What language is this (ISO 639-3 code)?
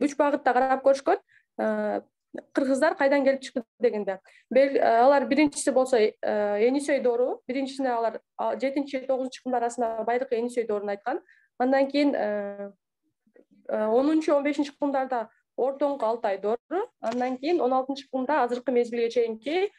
kir